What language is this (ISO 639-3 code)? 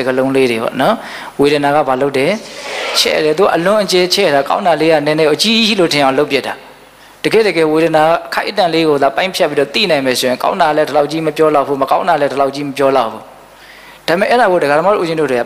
mya